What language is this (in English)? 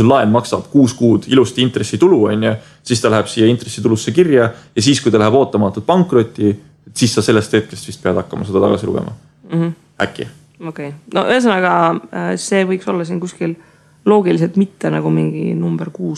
Estonian